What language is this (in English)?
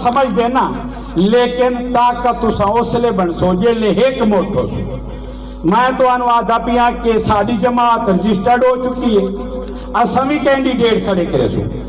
Saraiki